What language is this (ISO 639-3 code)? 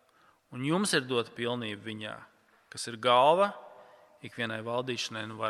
lav